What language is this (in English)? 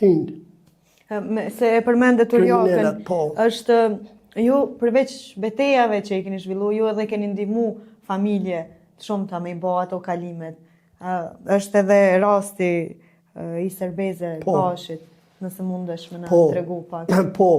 Albanian